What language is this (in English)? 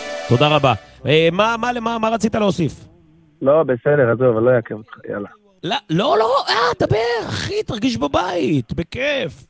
Hebrew